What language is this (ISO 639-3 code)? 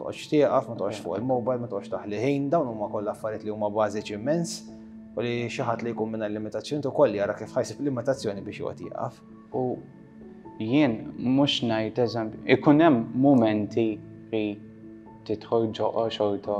mlt